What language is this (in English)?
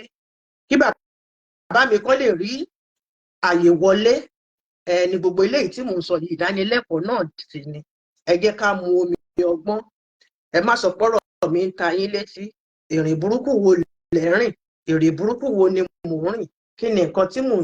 Yoruba